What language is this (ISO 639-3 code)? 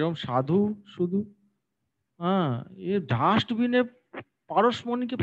ben